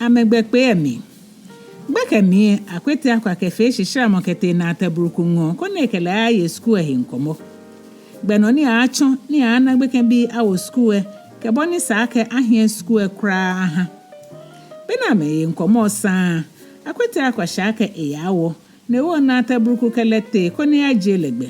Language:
Ga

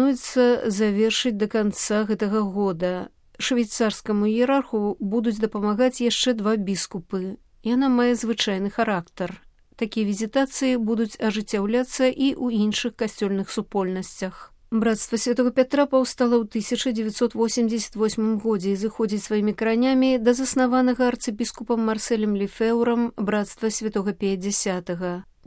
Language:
Belarusian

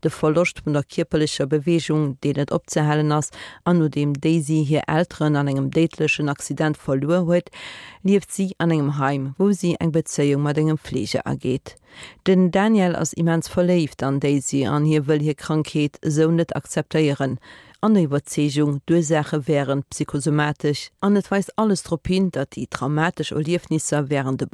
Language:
Luxembourgish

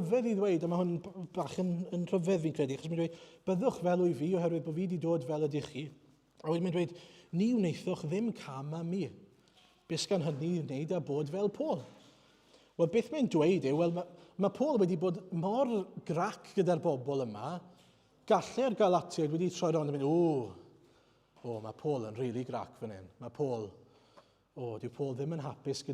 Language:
Welsh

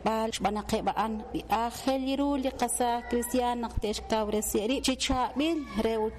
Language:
Kekchí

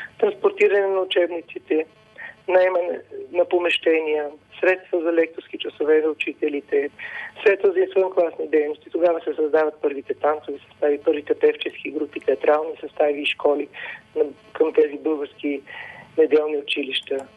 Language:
Bulgarian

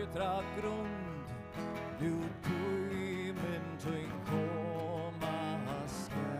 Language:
Faroese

